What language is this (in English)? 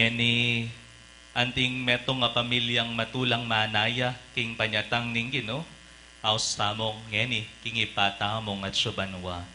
Pampanga